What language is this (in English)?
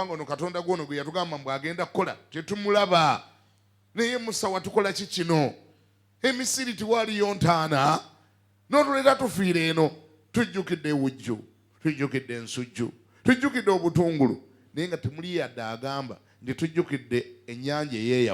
Ganda